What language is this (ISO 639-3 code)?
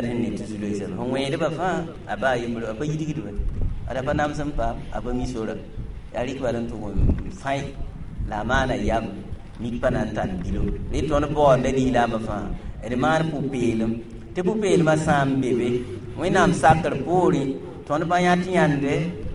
mos